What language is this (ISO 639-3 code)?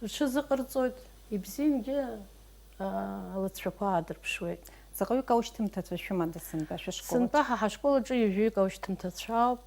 abk